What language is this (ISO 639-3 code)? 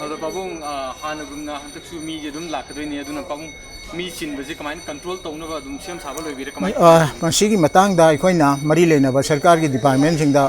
mni